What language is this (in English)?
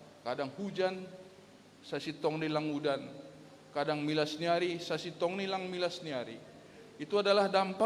Batak Simalungun